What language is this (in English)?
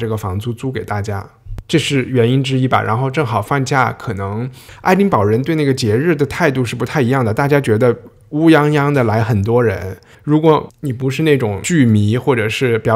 Chinese